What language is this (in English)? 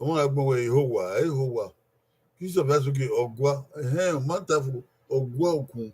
Bini